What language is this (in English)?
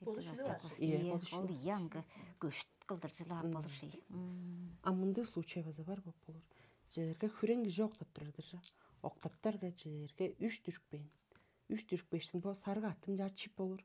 Tuvinian